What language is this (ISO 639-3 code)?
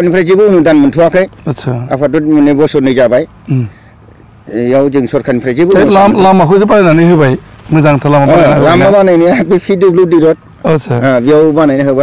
brx